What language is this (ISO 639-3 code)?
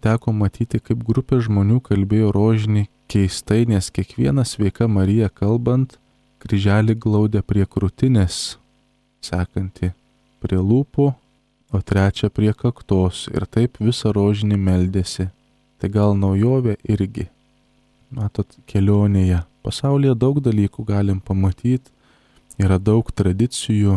lit